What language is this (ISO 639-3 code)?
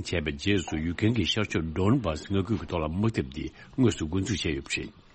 bod